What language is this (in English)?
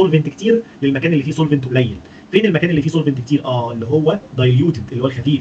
Egyptian Arabic